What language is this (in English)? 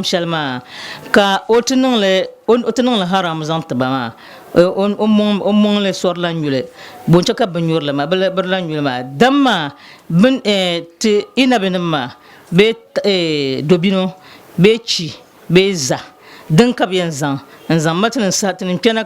Dagbani